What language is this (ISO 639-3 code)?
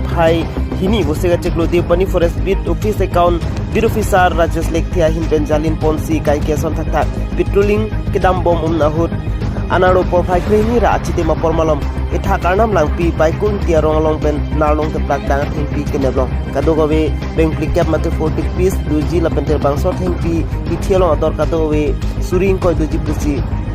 mjw